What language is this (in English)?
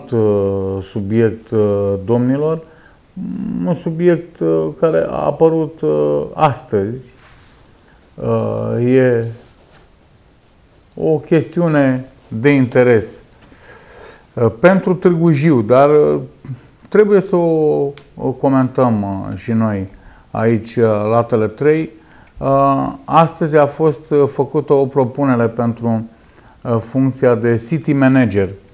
Romanian